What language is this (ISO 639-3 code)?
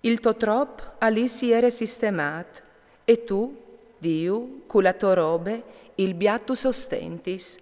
fur